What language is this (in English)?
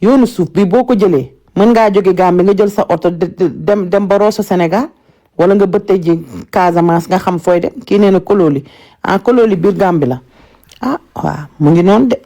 Wolof